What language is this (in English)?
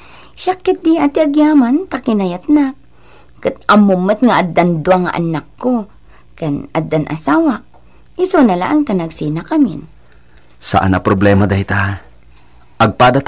Iloko